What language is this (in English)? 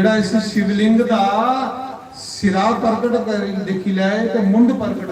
Dogri